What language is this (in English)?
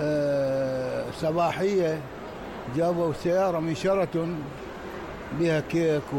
Mesopotamian Arabic